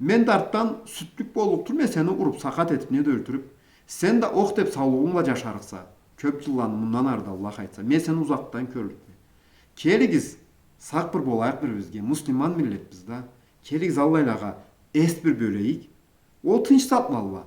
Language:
Karachay-Balkar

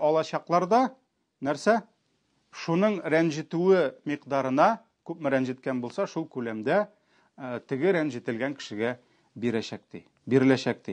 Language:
Tatar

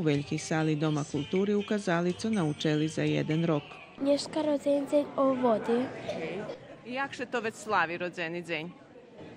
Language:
Rusyn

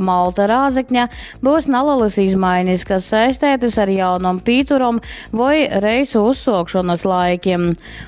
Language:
Latgalian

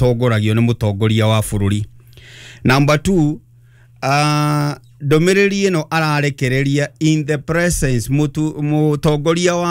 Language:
Kikuyu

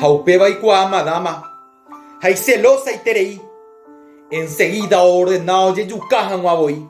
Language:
Guarani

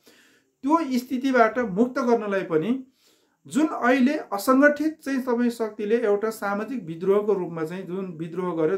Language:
Nepali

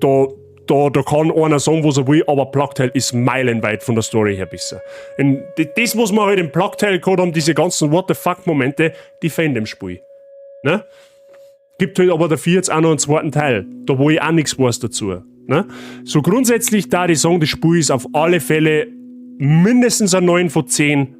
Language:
Bavarian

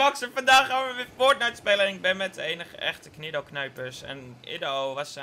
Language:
Dutch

